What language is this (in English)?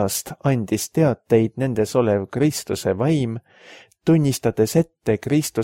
Estonian